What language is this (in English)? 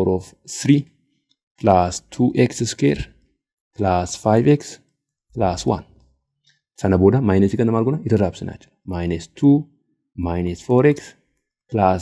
Oromo